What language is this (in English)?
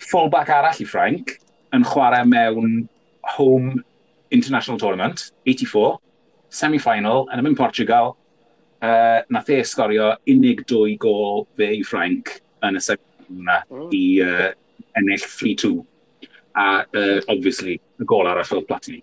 Welsh